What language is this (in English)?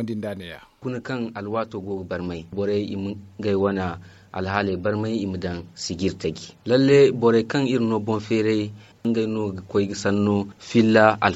Zarma